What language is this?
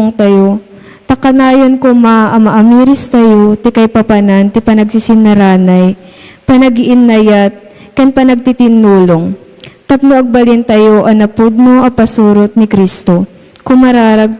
Iloko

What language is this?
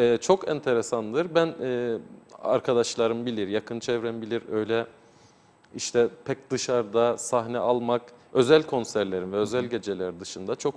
Turkish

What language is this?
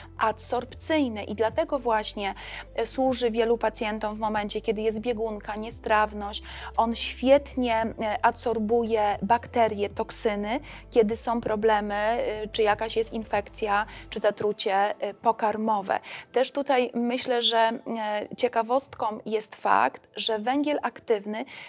Polish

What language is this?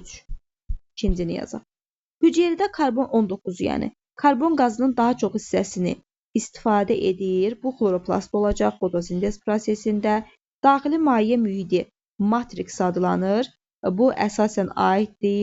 Azerbaijani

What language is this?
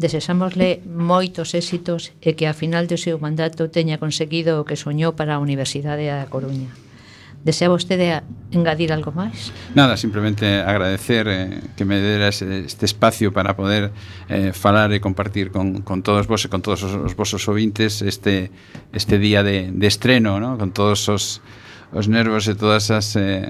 Galician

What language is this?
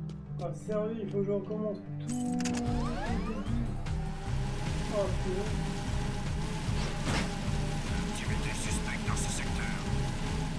French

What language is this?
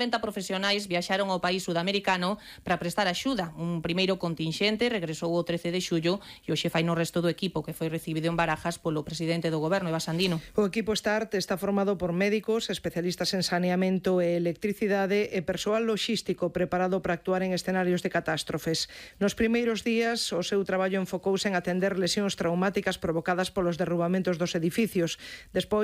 Galician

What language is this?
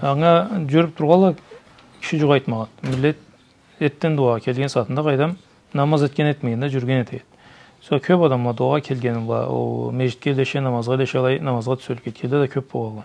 Karachay-Balkar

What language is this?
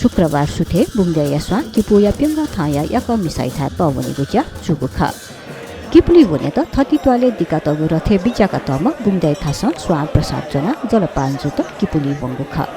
Newari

